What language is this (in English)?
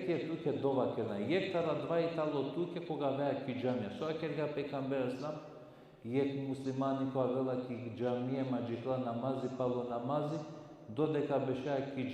Balkan Romani